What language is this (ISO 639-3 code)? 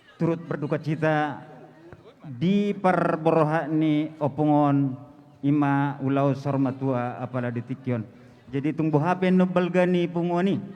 bbc